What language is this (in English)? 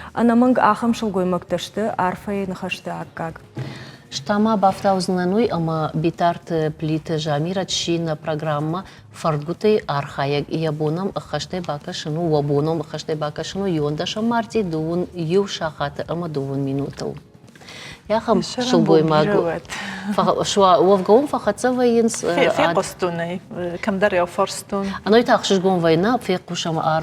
Ossetic